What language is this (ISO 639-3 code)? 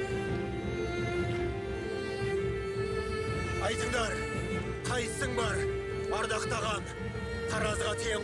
kaz